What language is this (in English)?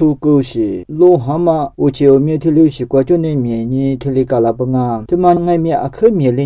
Lisu